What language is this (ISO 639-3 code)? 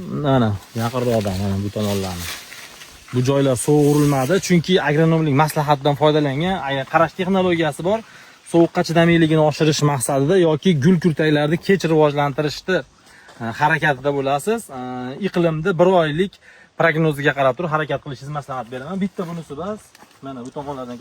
uzb